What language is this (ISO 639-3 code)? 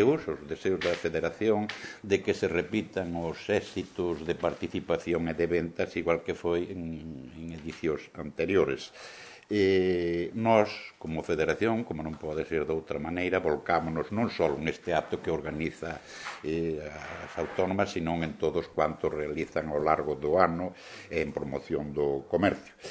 glg